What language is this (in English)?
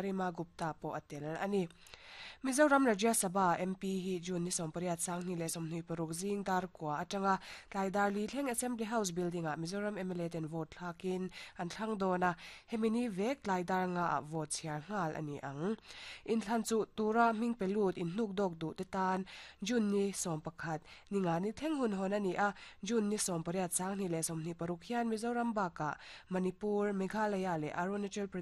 Mizo